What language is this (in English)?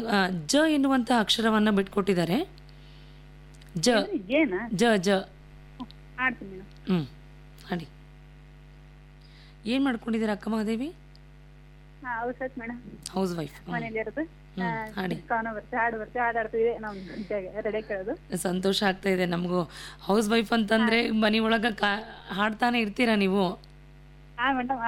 Kannada